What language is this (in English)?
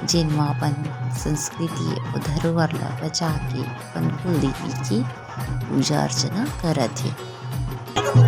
Chhattisgarhi